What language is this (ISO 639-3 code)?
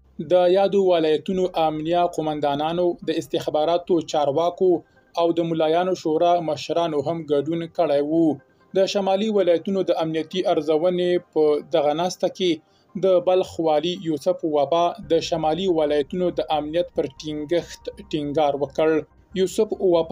pus